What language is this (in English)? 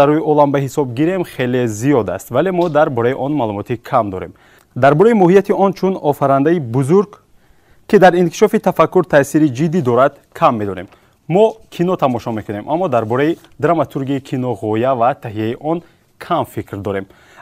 Tajik